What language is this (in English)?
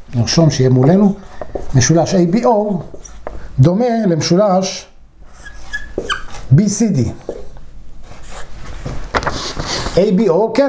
Hebrew